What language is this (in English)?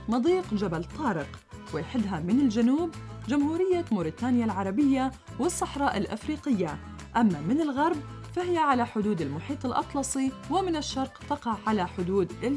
Arabic